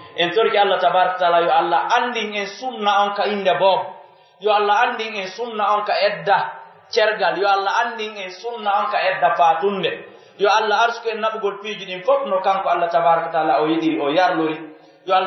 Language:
Pular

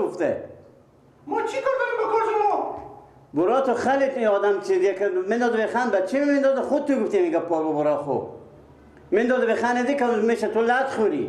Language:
Persian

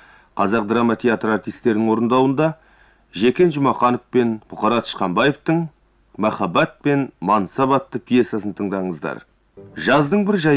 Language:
Kazakh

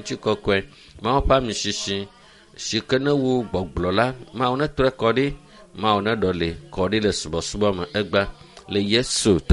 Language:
Ewe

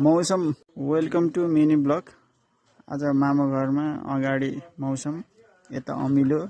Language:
Nepali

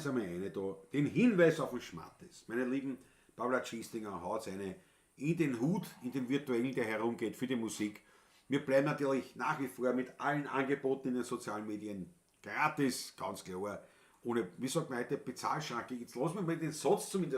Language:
Bavarian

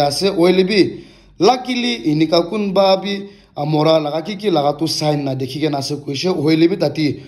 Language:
Naga Pidgin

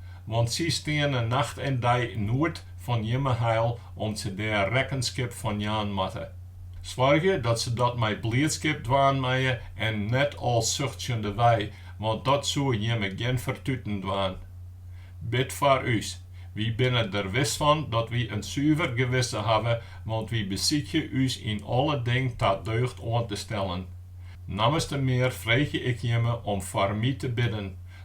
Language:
Western Frisian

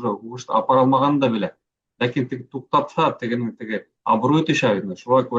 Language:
Bashkir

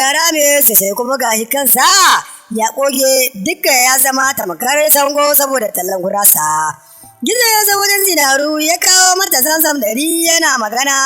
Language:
Hausa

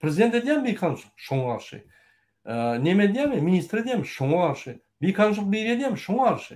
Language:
Turkmen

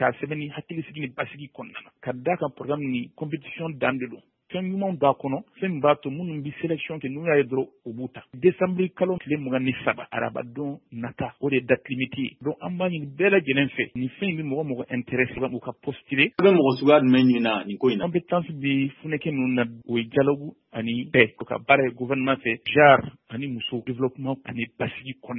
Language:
Bambara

